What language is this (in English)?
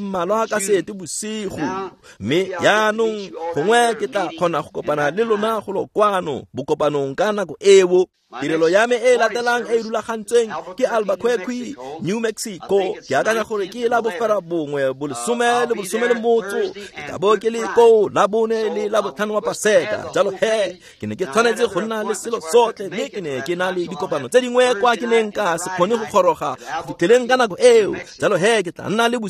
Tswana